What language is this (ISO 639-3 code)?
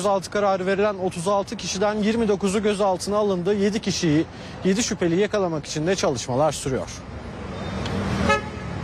tur